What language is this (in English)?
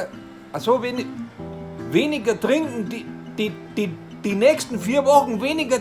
Bavarian